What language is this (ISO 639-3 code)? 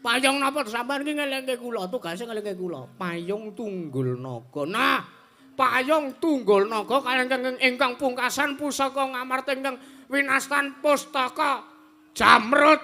jav